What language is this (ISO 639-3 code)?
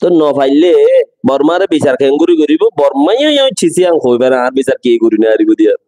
rhg